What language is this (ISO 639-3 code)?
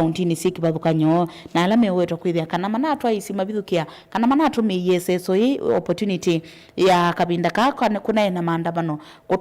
kam